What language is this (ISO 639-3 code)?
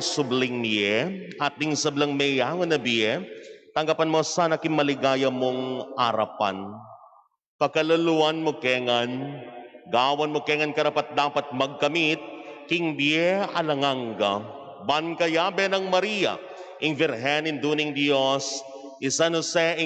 pam